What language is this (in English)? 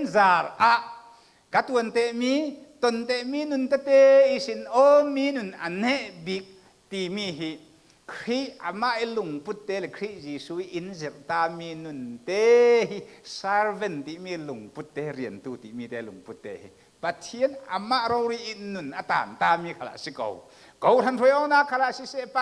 Falam Chin